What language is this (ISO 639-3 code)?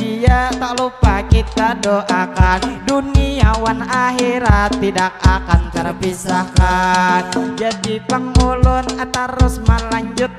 bjn